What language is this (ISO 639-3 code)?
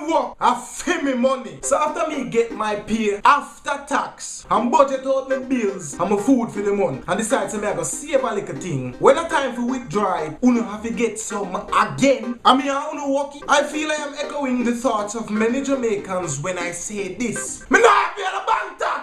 jam